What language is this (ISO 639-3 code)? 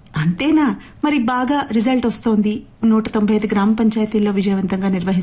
tel